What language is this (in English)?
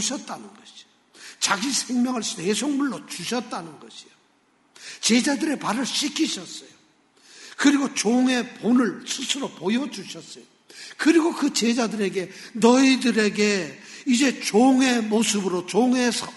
Korean